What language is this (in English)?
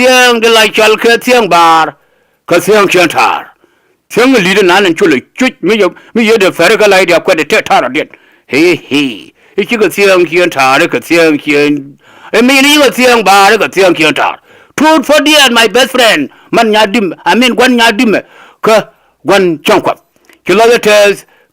Nuer